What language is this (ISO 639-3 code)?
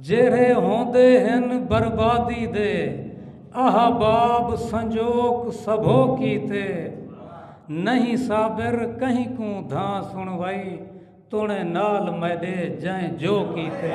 skr